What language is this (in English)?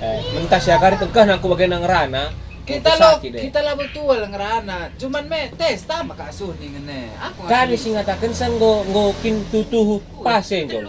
Batak Karo